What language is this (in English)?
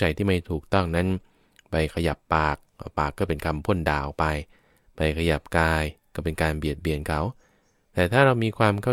Thai